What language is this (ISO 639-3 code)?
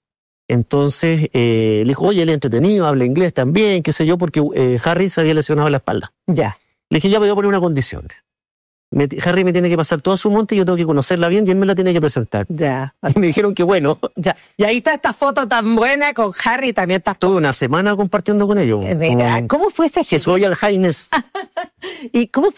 spa